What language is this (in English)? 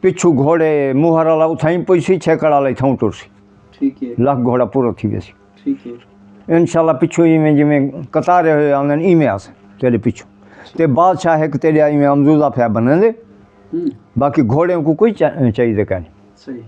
Saraiki